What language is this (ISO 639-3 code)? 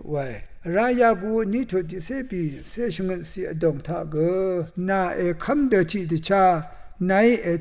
raw